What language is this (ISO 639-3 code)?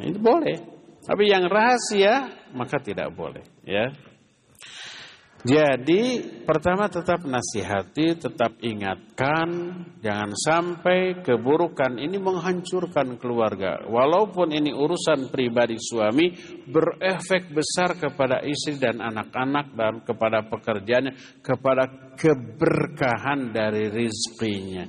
ind